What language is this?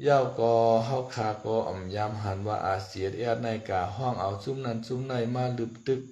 Shan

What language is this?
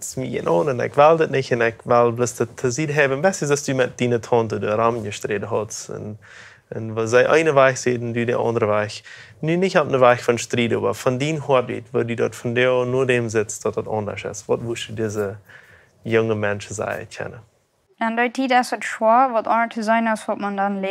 Plautdietsch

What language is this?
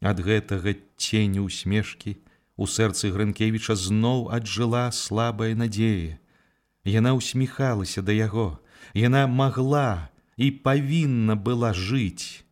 Belarusian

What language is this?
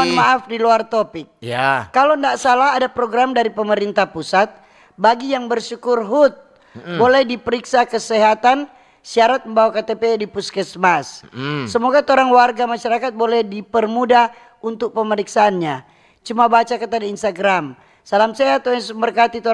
Manado Malay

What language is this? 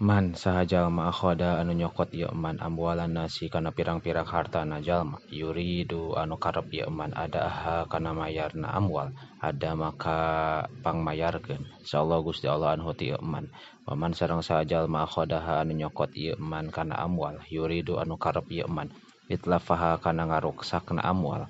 Sundanese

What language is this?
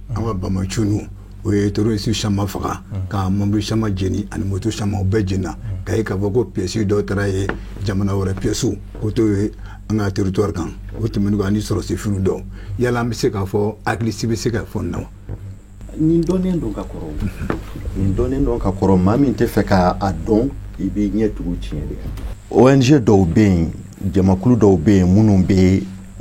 Bambara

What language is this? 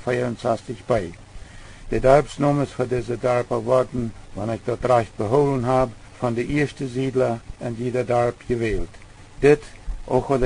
Plautdietsch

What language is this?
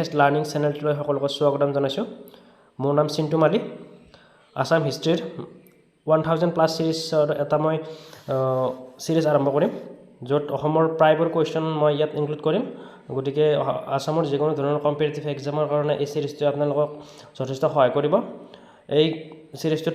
Assamese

